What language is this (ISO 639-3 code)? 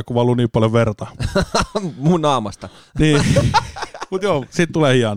fin